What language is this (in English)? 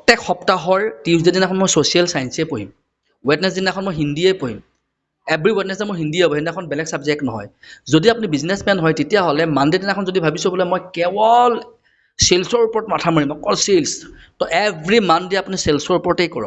Assamese